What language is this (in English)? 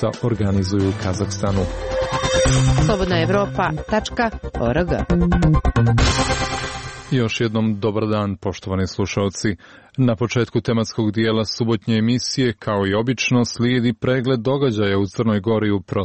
Serbian